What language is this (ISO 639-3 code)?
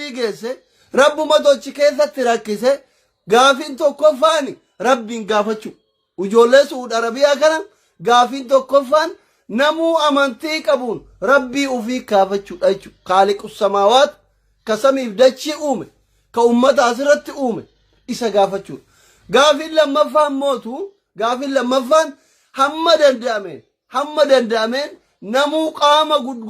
orm